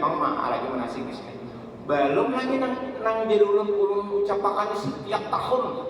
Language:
Banjar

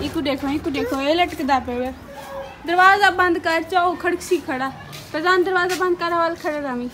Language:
Saraiki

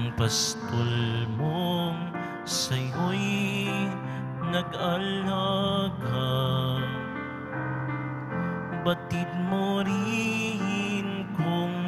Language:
Filipino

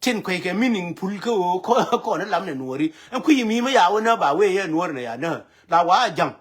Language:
Nuer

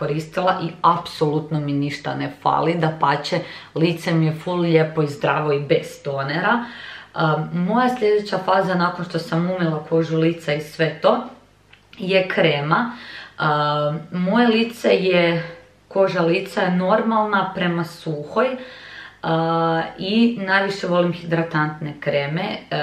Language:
Croatian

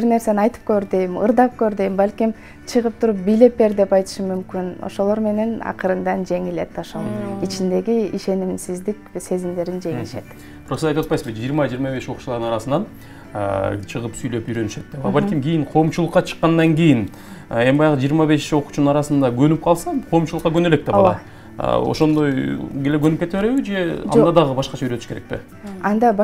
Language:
Kyrgyz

